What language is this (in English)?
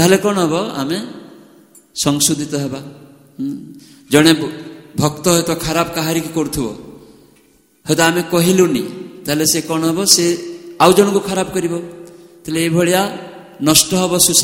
Odia